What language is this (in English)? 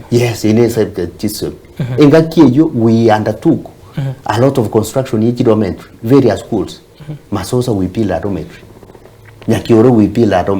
Gusii